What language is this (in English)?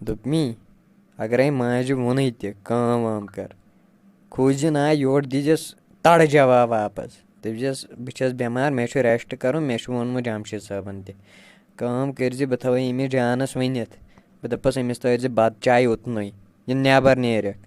Kashmiri